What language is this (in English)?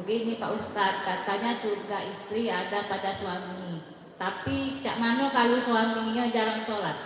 Musi